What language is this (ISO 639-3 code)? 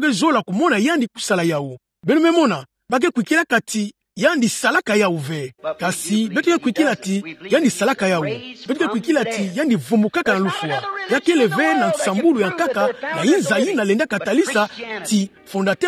ktu